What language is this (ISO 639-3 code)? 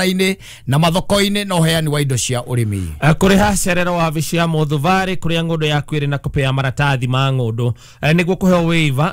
kik